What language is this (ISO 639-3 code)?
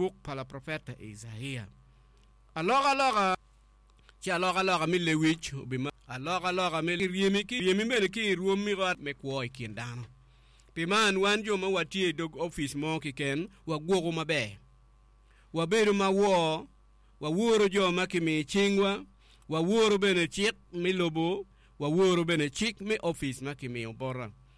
ach